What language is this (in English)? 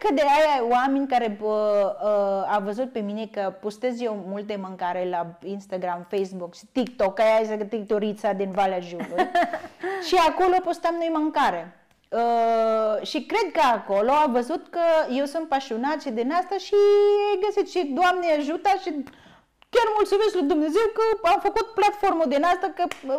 Romanian